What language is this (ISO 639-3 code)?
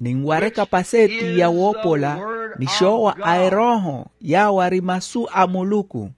vmw